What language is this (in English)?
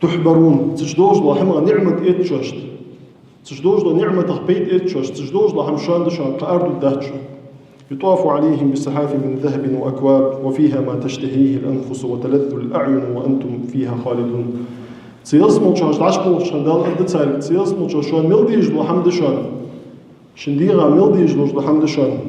Ingush